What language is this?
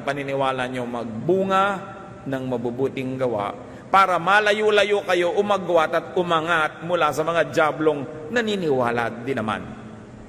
Filipino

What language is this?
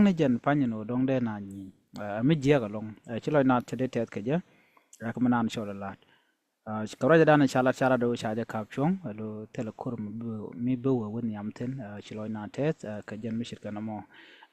Nuer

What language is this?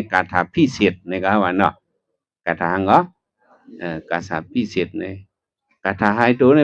Shan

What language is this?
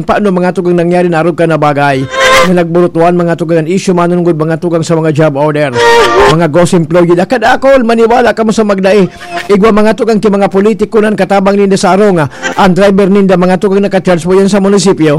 Bikol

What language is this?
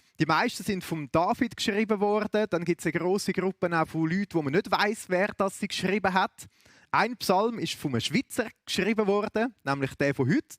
Swiss German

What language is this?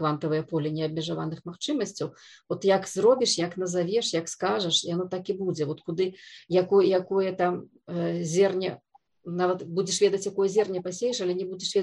Belarusian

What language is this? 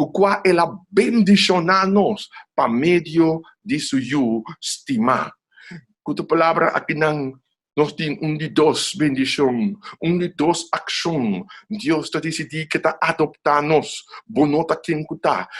Papiamento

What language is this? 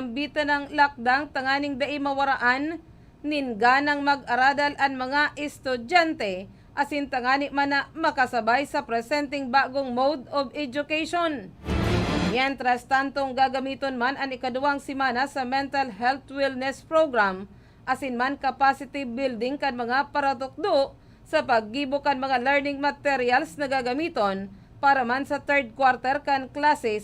Bikol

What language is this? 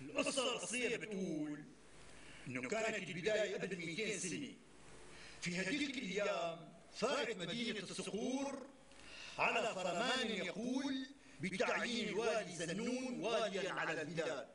North Levantine Arabic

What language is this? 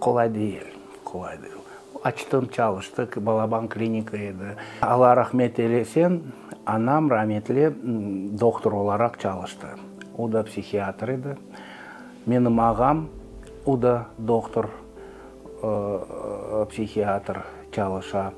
Crimean Tatar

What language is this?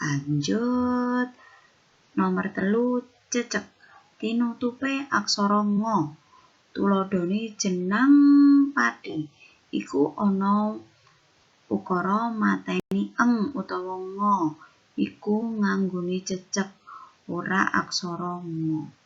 Javanese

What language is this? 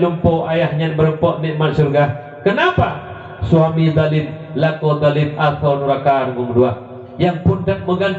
Achinese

